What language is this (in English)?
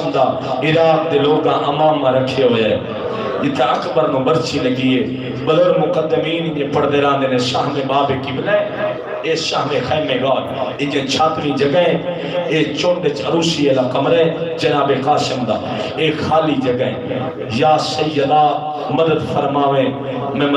Saraiki